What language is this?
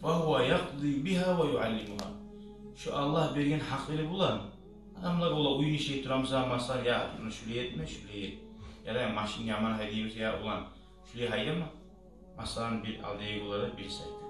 Kumyk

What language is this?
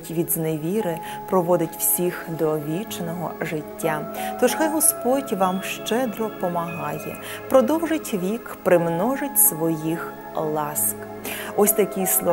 Ukrainian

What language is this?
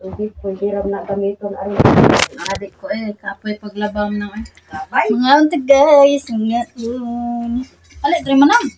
Cebuano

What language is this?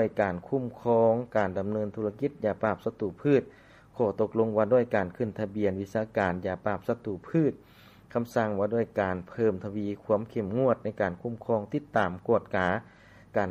Lao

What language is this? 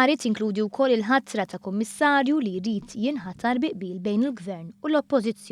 Maltese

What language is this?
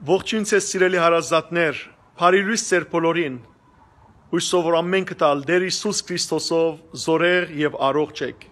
Western Armenian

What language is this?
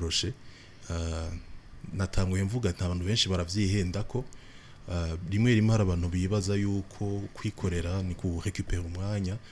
Rundi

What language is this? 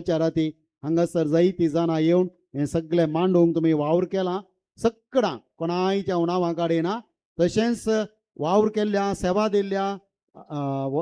Konkani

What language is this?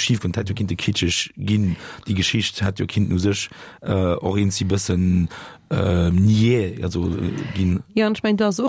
Luxembourgish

